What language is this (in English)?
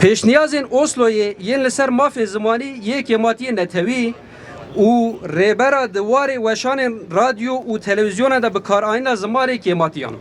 Kurdish